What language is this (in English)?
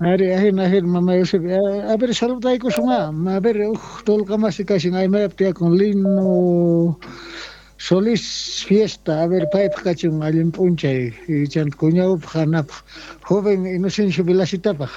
South Bolivian Quechua